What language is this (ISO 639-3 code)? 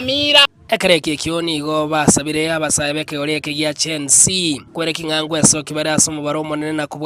guz